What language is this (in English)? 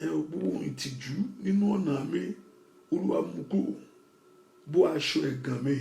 Yoruba